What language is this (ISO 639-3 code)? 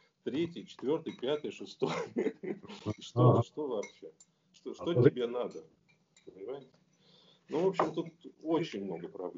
rus